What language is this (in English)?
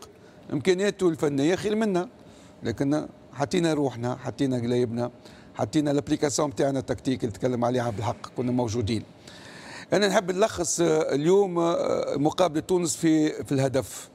Tunisian Arabic